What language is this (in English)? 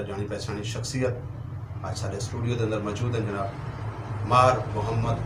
Saraiki